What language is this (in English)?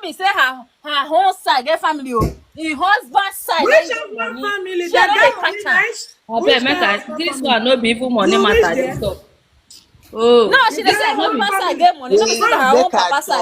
Nigerian Pidgin